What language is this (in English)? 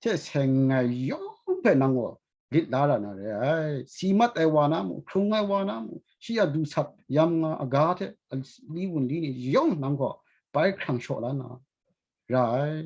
Kachin